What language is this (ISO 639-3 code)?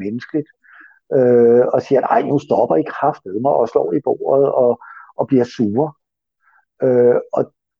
dan